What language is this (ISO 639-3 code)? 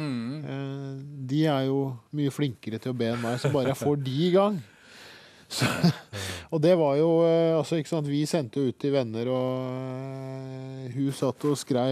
nor